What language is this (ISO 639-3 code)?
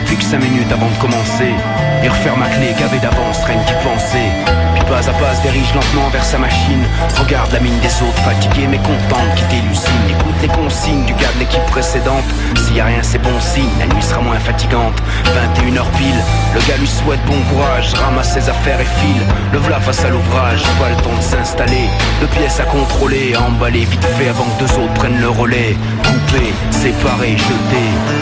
fra